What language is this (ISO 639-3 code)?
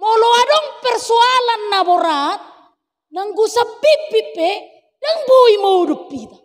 bbc